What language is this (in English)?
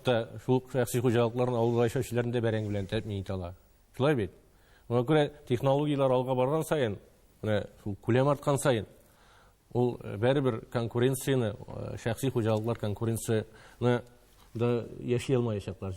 Tatar